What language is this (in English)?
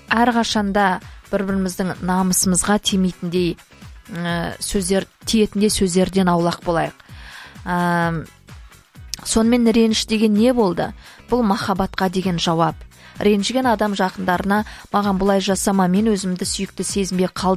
Kazakh